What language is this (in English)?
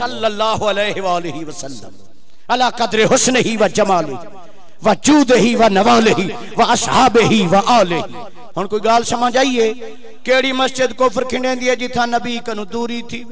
Saraiki